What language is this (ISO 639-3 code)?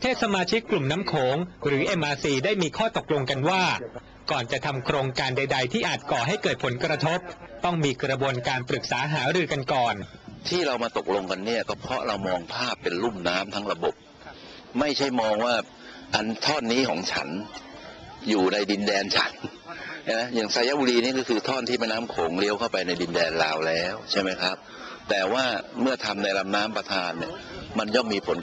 tha